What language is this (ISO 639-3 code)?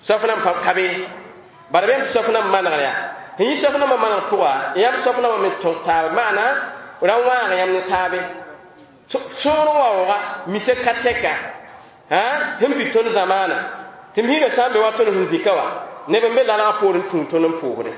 mos